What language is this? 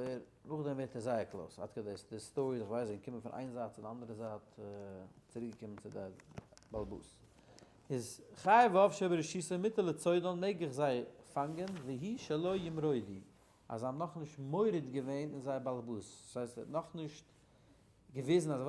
Yiddish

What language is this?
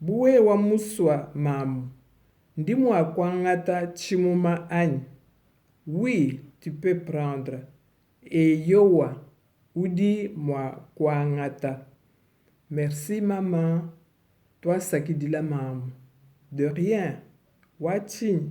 Luba-Lulua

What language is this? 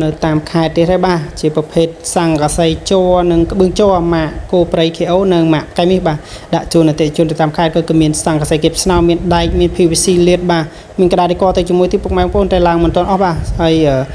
Khmer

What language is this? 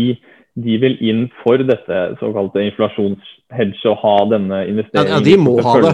Norwegian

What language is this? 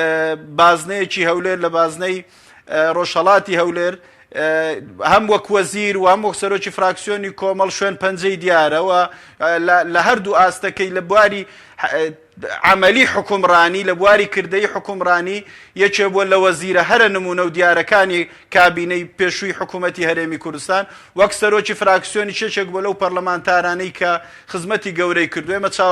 Central Kurdish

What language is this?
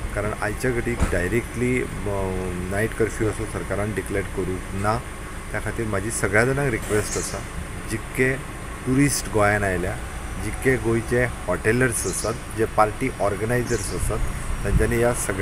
Konkani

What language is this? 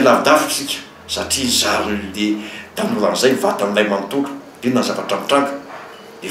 Malagasy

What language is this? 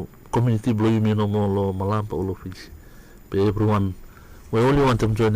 Bislama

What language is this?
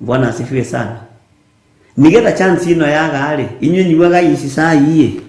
Kikuyu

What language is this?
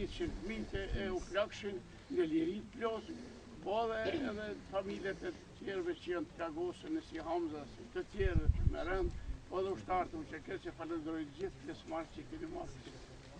Albanian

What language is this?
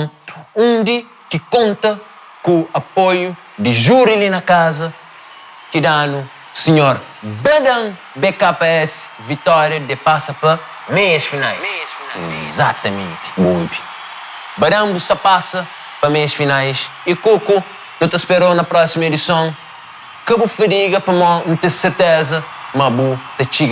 Kabuverdianu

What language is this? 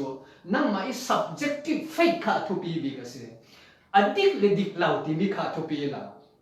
Falam Chin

